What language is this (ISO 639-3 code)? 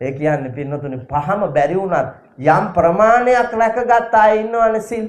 sin